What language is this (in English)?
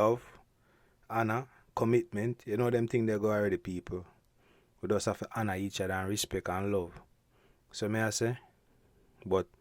Jamaican Creole English